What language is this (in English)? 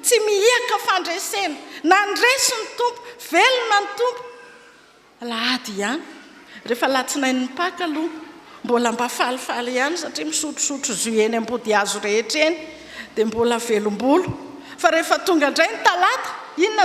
Malagasy